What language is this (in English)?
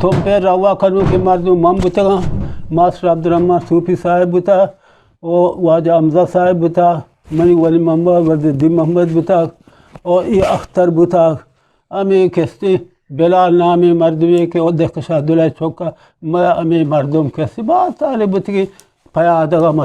Eastern Balochi